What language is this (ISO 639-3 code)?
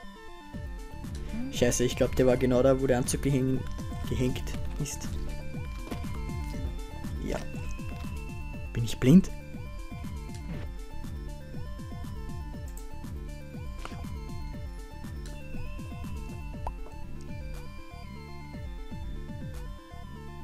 deu